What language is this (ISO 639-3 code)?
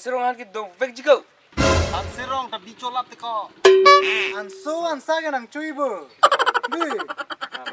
mjw